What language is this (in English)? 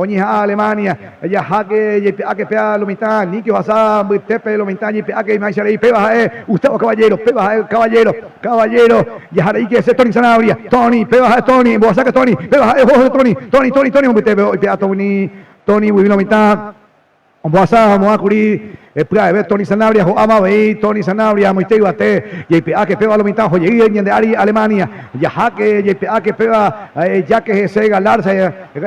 Guarani